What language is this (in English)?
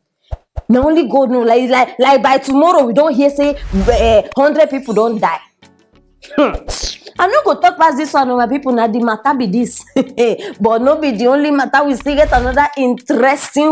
Nigerian Pidgin